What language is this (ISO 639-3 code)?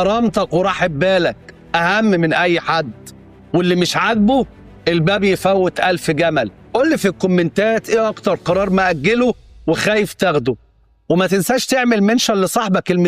arz